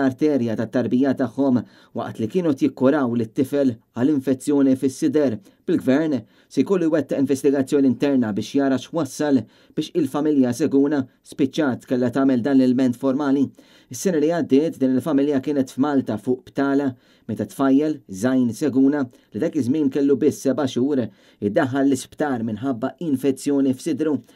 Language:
Maltese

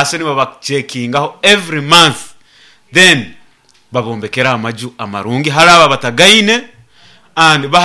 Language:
Nyoro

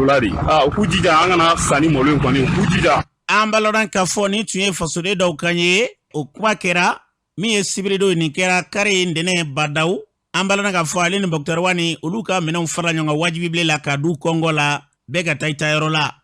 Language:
Bambara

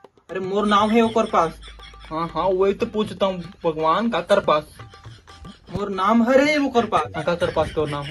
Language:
Chhattisgarhi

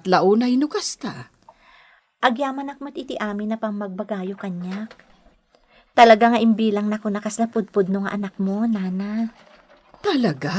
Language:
Iloko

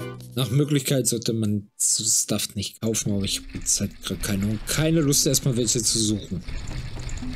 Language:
German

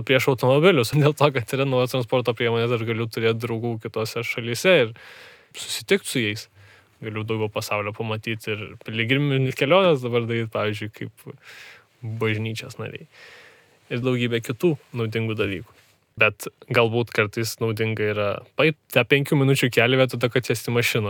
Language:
Lithuanian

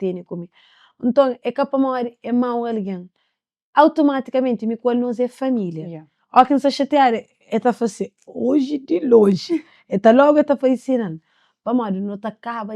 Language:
Kabuverdianu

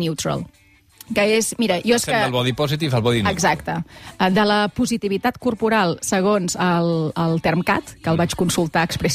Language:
Catalan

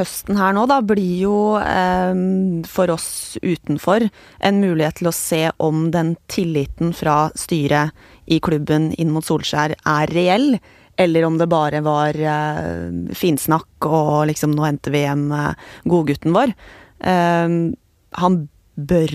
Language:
Norwegian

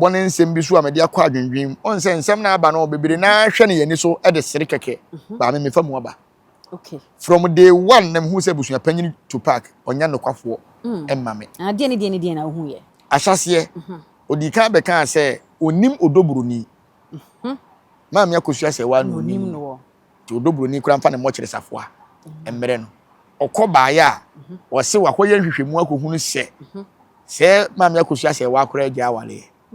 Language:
Akan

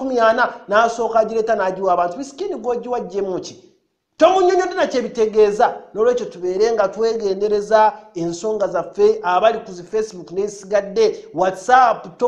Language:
Ganda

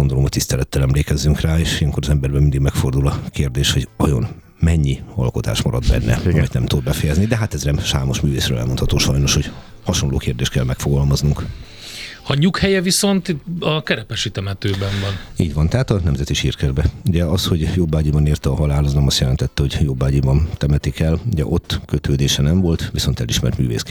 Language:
Hungarian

